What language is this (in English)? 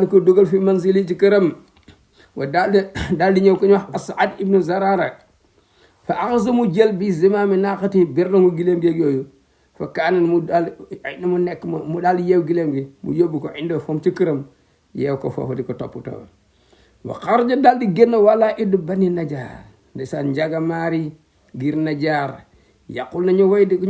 Wolof